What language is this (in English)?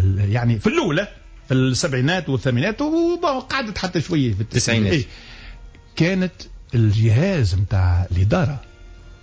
Tunisian Arabic